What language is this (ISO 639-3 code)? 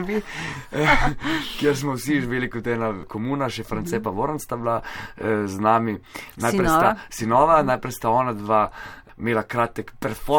slv